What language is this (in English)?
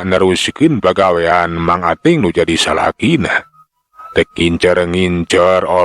Sundanese